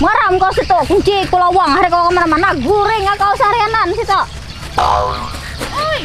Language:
Banjar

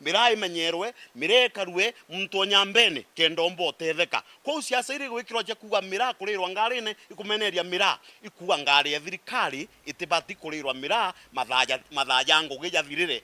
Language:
Meru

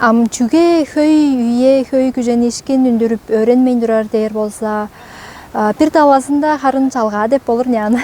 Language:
Tuvinian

